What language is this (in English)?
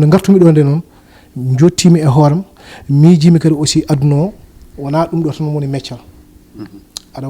Fula